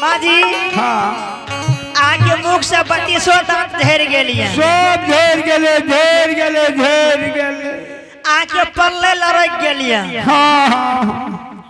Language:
Angika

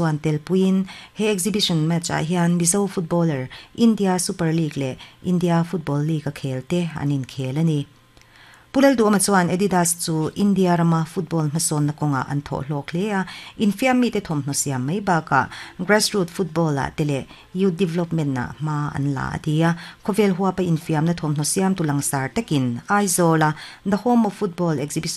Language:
Mizo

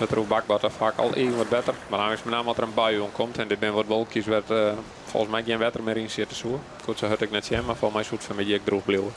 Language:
Western Frisian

